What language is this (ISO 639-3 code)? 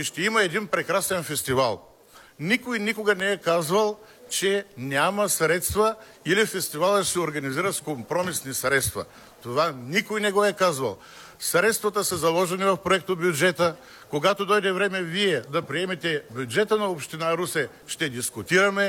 bul